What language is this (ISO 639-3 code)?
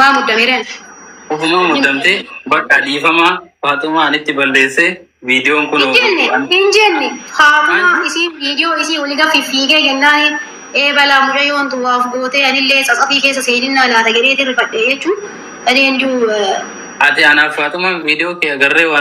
orm